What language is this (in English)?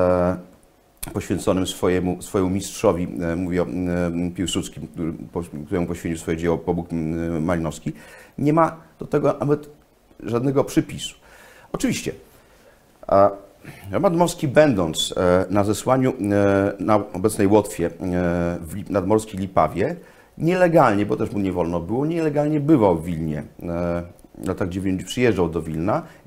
Polish